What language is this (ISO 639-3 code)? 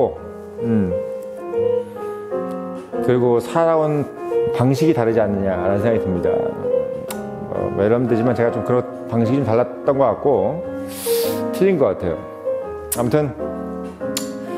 kor